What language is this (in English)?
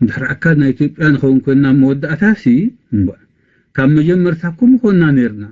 Tigrinya